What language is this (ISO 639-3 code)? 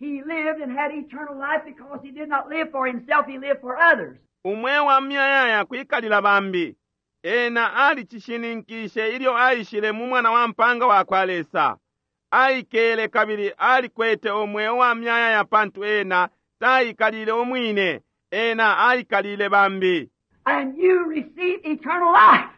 bem